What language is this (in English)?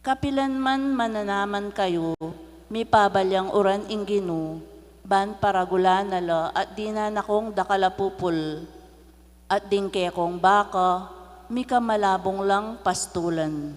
Pampanga